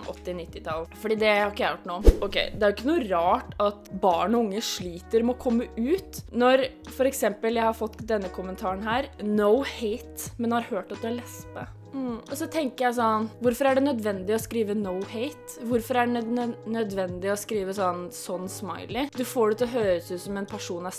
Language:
Norwegian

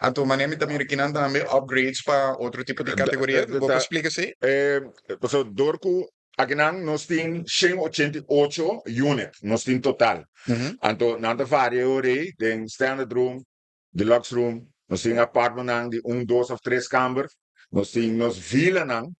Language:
Papiamento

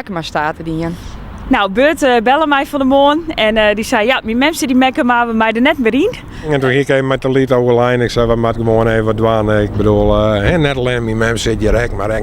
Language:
Western Frisian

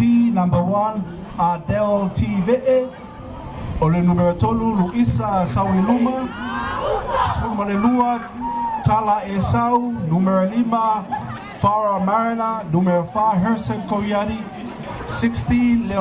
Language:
Samoan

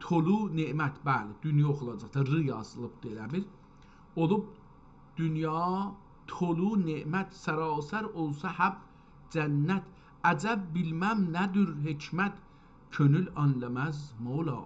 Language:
South Azerbaijani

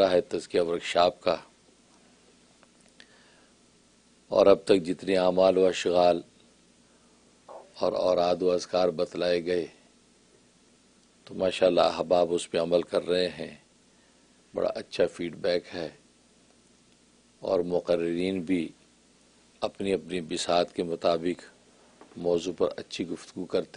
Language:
Urdu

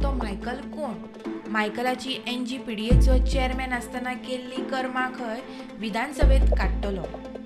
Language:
Konkani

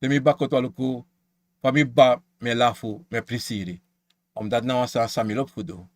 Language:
Sranan Tongo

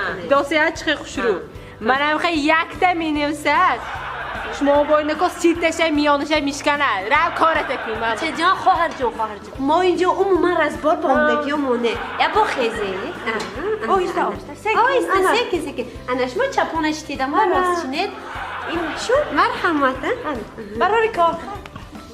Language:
Tajik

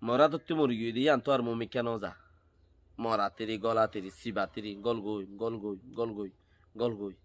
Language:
Rohingya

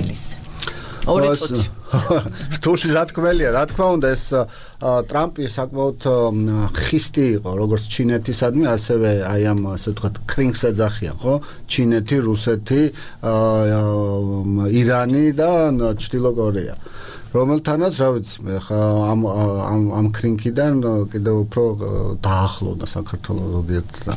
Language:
Georgian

